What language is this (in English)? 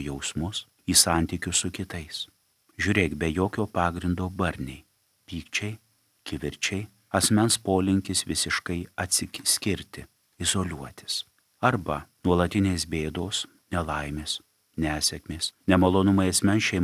Lithuanian